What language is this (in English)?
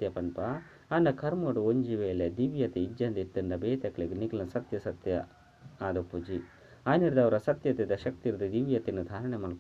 Tulu